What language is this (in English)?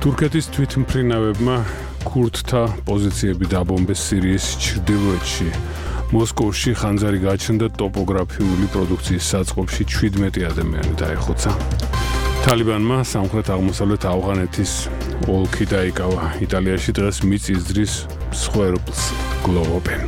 Georgian